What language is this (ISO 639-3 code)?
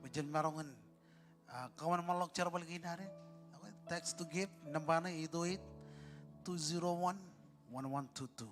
mah